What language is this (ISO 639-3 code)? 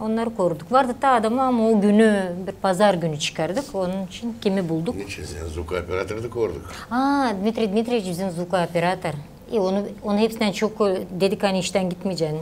gag